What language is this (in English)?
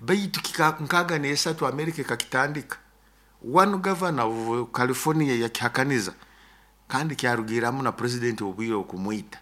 Nyoro